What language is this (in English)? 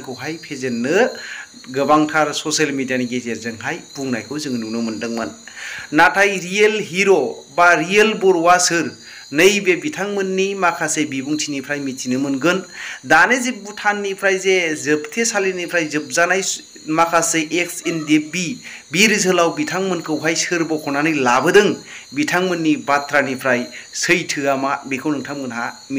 Bodo